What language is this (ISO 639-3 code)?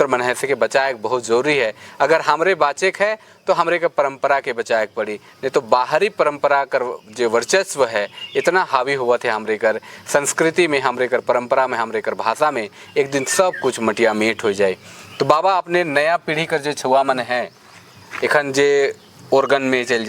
sck